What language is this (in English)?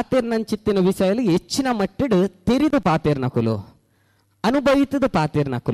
Tulu